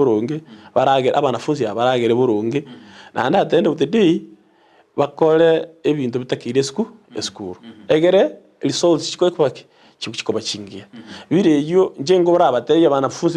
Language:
Gusii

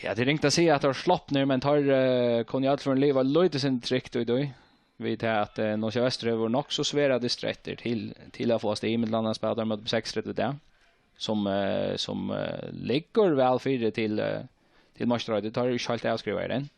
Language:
Faroese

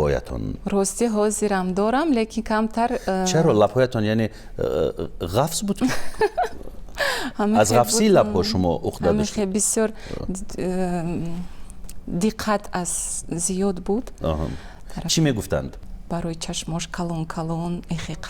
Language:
Tajik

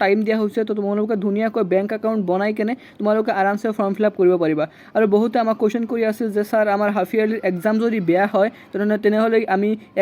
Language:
Assamese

